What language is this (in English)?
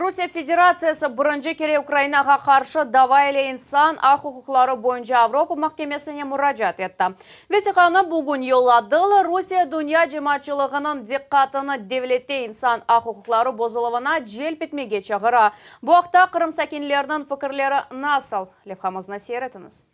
Crimean Tatar